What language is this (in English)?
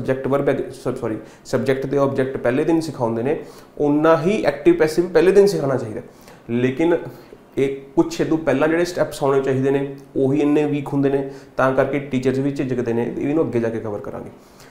Punjabi